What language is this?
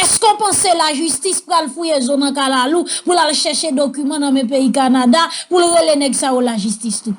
Haitian Creole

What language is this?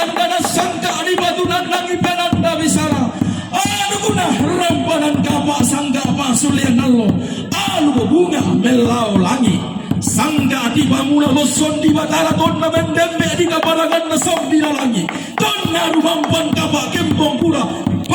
Toraja-Sa'dan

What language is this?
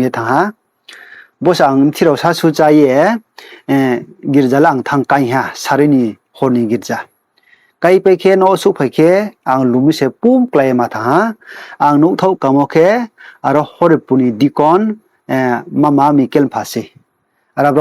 Riang (India)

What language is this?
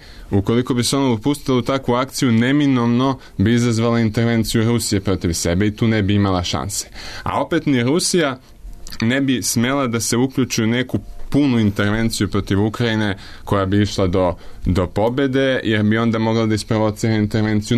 Serbian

